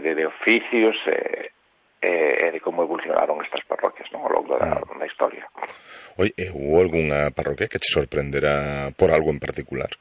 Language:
Galician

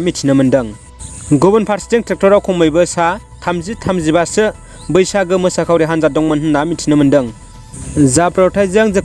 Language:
Bodo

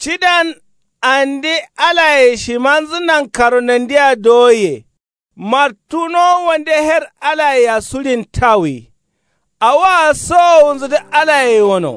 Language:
Kanuri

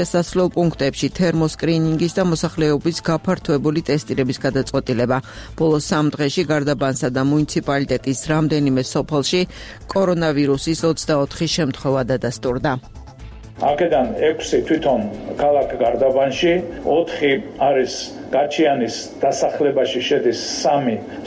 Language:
Georgian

